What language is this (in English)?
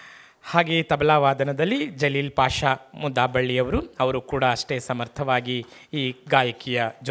Kannada